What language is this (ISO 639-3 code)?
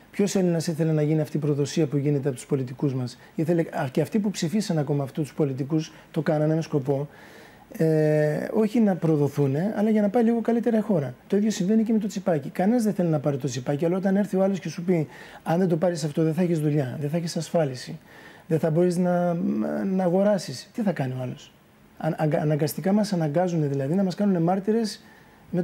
ell